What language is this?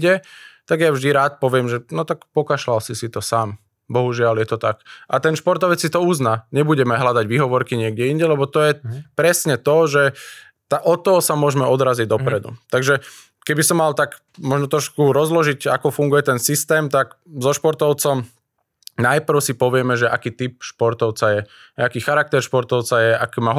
Slovak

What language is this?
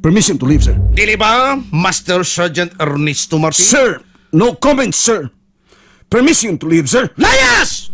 Cebuano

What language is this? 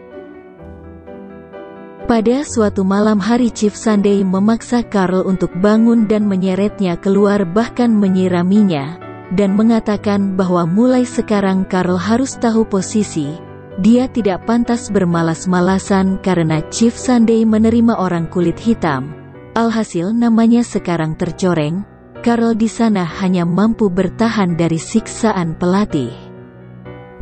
Indonesian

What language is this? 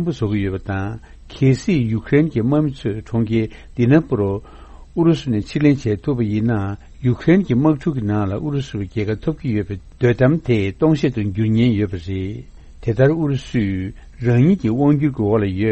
Tibetan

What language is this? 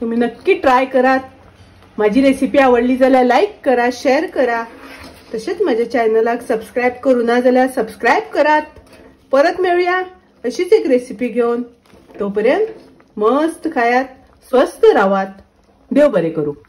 Konkani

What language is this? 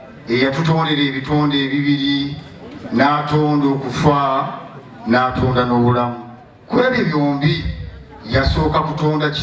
Ganda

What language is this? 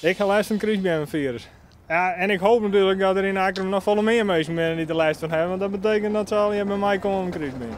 Western Frisian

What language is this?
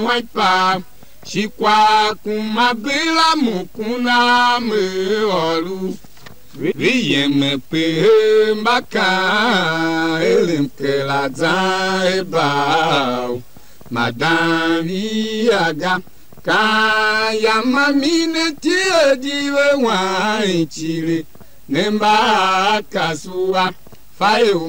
Tiv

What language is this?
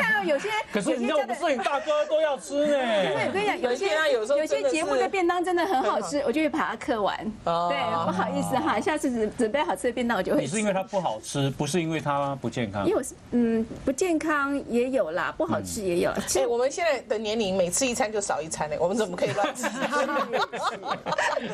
Chinese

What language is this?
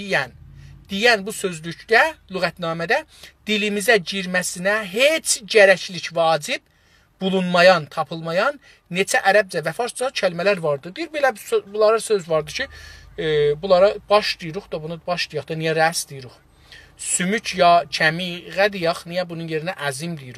South Azerbaijani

